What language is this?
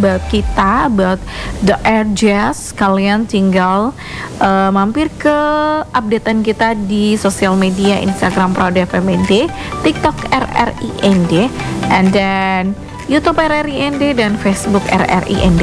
Indonesian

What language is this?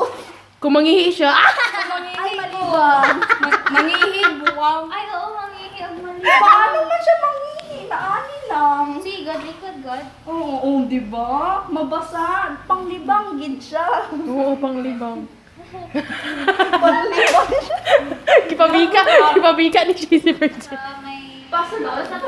Cebuano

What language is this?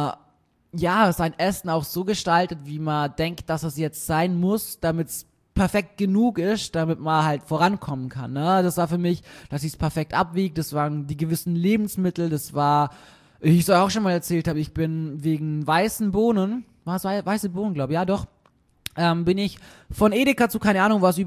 German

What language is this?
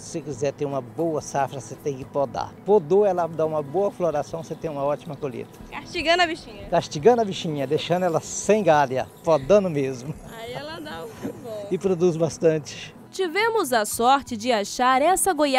Portuguese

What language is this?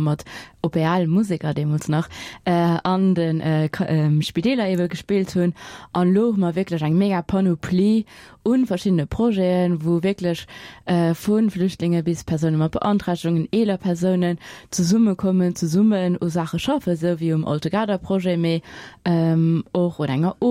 Luxembourgish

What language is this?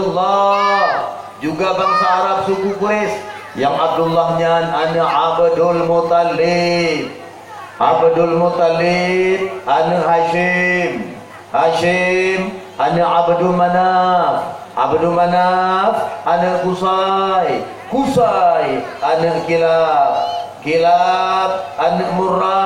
Achinese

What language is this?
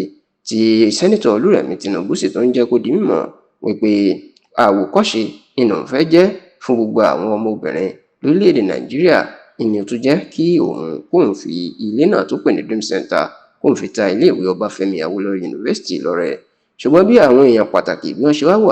Yoruba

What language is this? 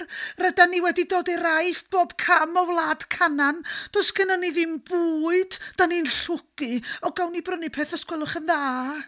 Welsh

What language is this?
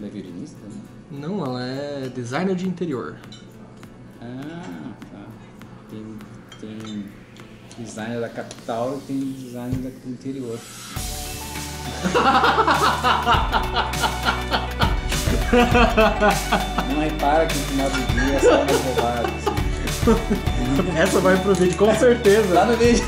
Portuguese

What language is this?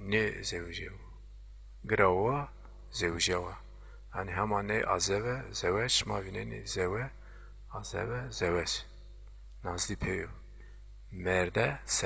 Zaza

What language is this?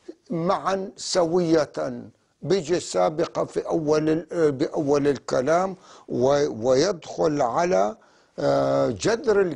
North Levantine Arabic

